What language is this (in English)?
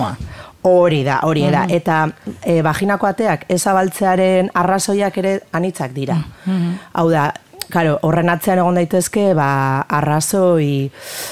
Basque